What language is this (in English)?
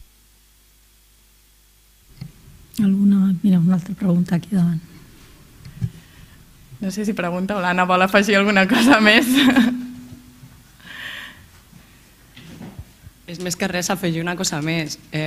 Catalan